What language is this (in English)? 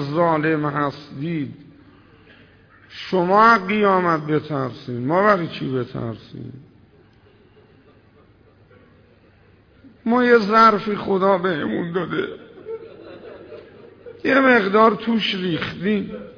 Persian